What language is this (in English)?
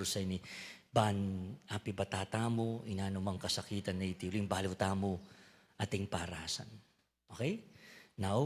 Pampanga